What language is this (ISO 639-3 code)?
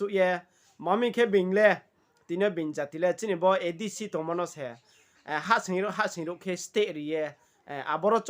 ria